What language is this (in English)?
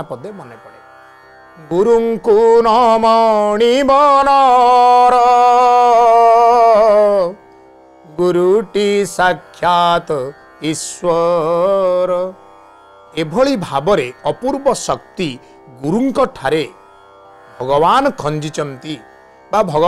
Odia